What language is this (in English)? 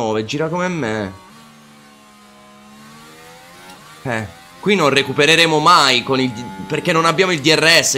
Italian